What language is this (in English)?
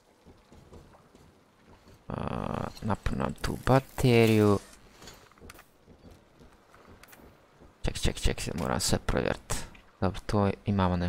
Croatian